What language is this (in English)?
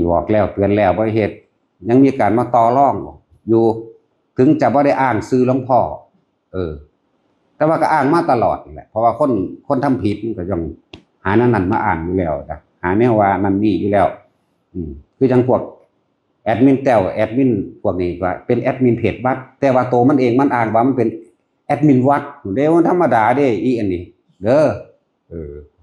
Northeastern Thai